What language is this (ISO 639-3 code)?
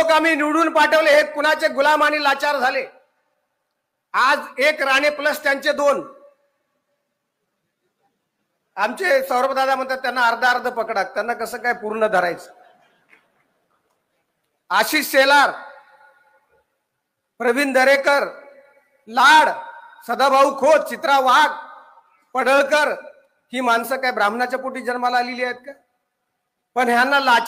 mar